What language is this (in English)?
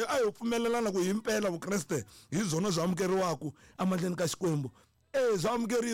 Tsonga